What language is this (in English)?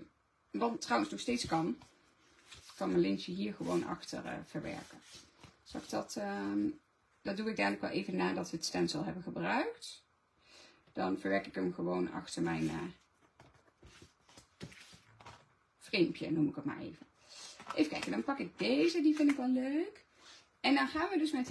Dutch